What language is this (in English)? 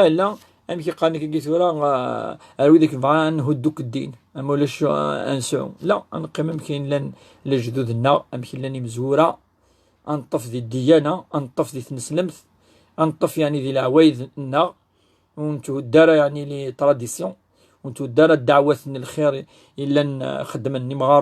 Kabyle